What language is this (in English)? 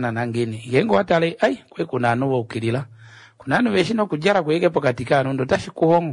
Kuanyama